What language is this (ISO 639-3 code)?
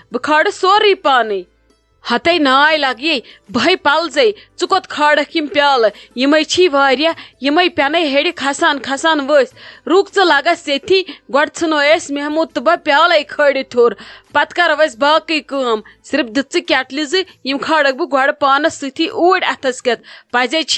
kas